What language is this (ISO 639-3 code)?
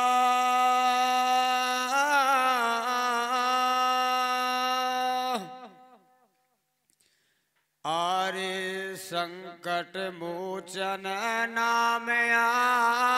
bns